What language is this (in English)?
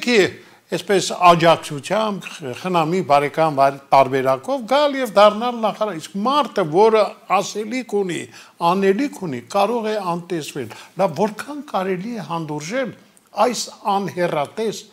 Armenian